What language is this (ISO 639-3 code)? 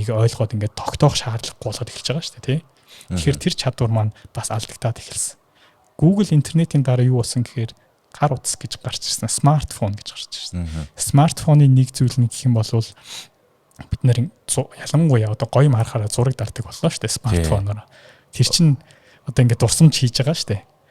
mon